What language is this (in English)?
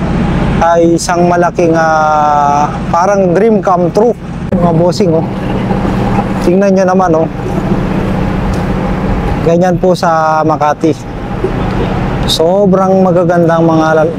Filipino